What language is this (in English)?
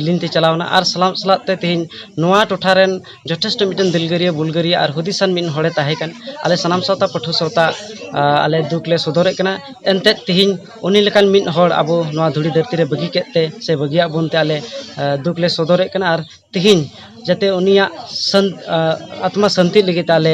Santali